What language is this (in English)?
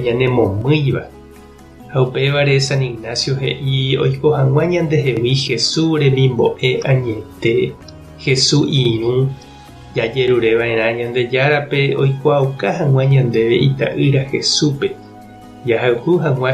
Guarani